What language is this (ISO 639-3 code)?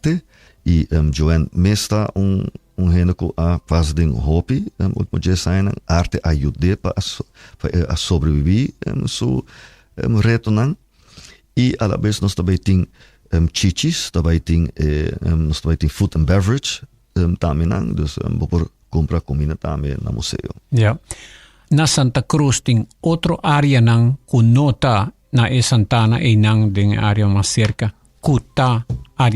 pap